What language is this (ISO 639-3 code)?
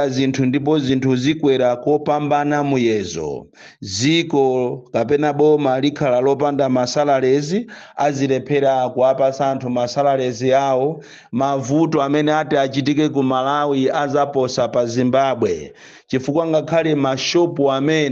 nya